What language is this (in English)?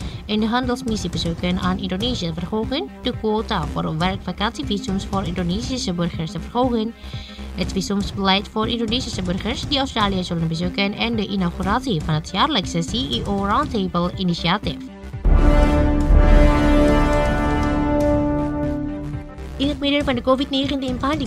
Dutch